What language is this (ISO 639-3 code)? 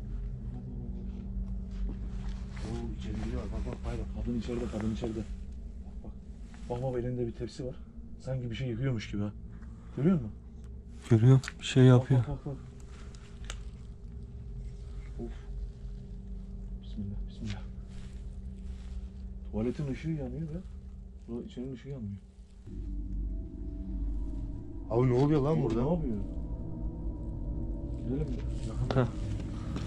tur